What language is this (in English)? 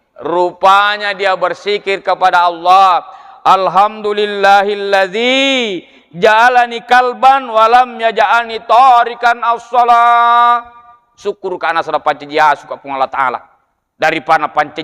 Buginese